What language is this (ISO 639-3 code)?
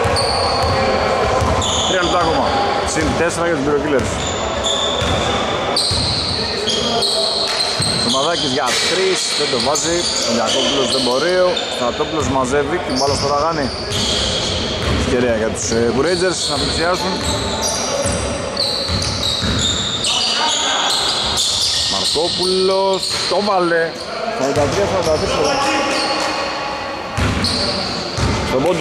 ell